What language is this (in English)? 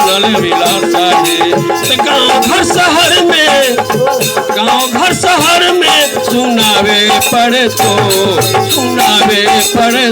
Magahi